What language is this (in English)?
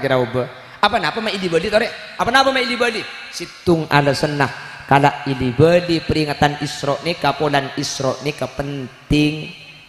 Madurese